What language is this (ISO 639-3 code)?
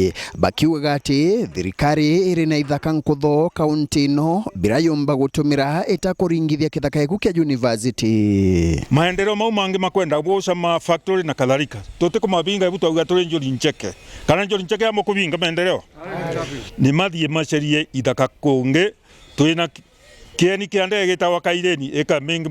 mer